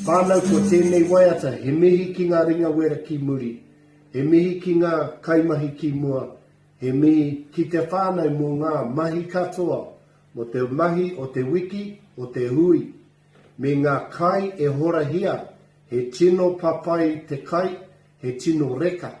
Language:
Māori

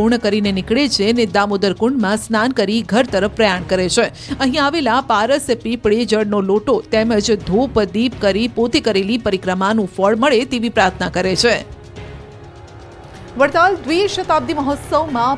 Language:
Gujarati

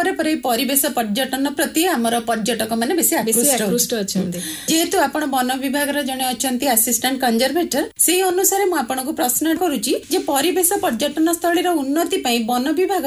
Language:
Odia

